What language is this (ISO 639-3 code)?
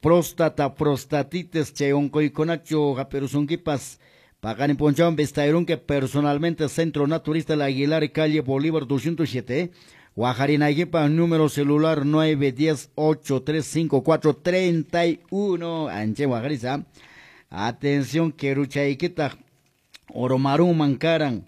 que